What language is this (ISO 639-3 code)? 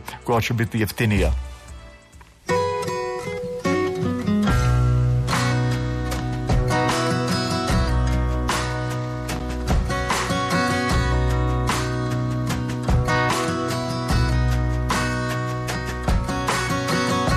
hrv